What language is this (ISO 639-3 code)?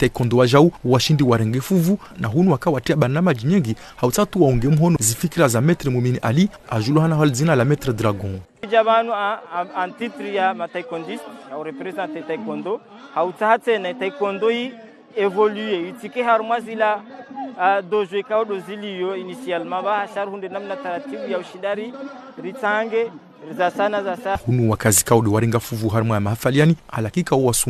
zdj